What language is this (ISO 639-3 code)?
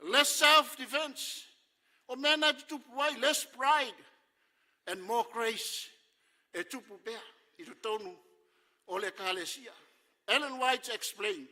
smo